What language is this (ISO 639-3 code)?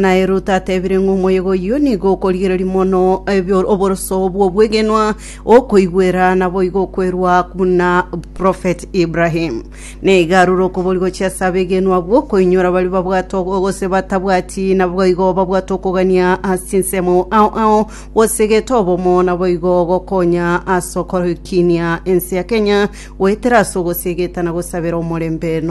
guz